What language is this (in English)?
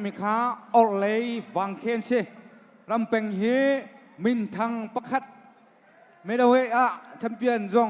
Hakha Chin